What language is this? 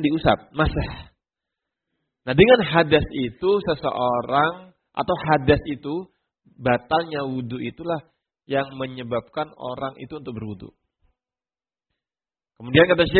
Indonesian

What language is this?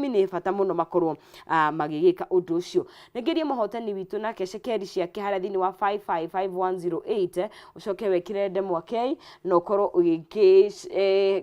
Kikuyu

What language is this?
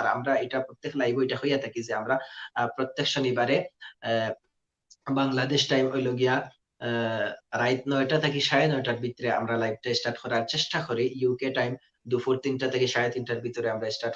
Sylheti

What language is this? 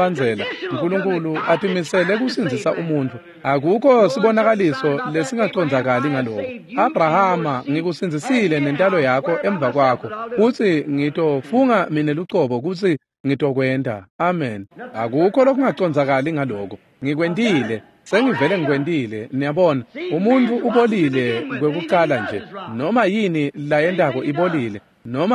Swati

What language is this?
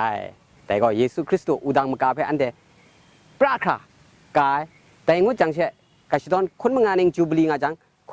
Kachin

